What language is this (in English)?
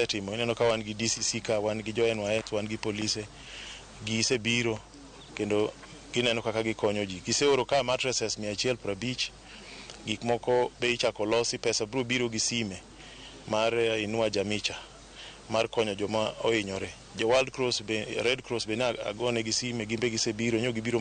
Luo (Kenya and Tanzania)